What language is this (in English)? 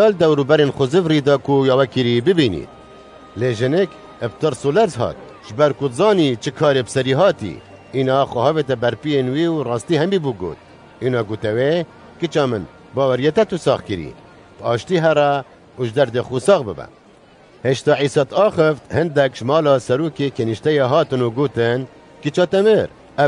Kurdish